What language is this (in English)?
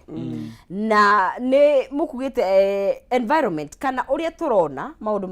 Kikuyu